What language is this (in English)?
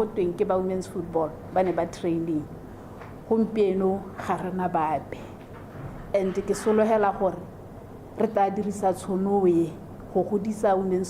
Tswana